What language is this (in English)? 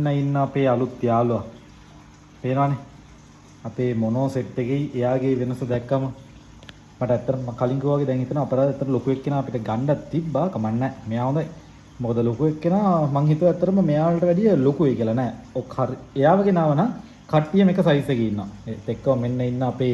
Sinhala